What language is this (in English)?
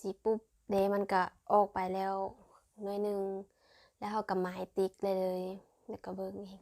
Lao